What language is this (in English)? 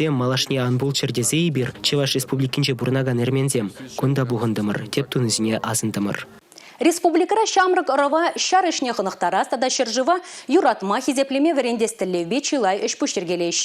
Chuvash